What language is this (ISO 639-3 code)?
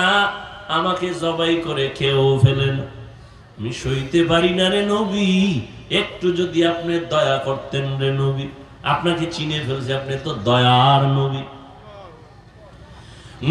ben